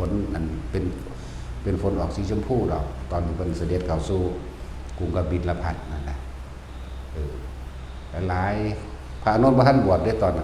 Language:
Northeastern Thai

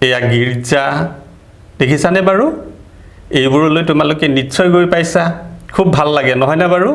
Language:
Assamese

